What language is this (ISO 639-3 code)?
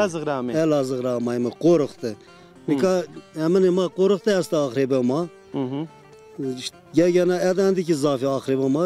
zza